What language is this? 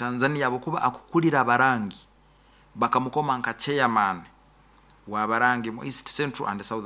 Nyoro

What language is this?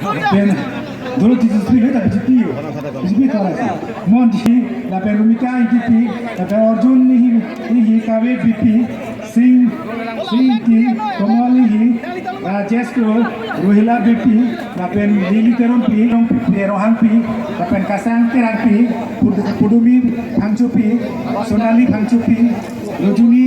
Karbi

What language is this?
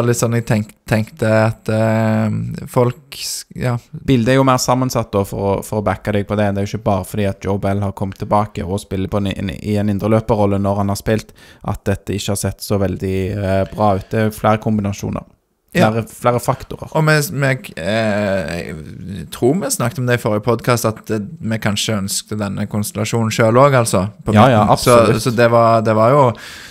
Norwegian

